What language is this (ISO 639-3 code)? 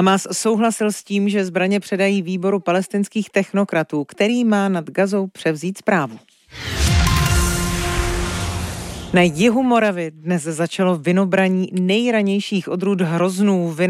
ces